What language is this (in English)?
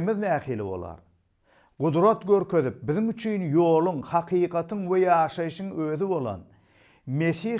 Turkmen